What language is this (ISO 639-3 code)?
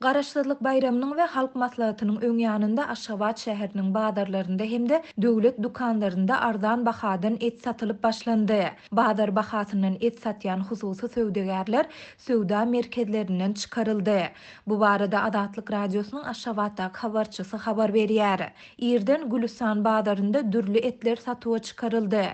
tuk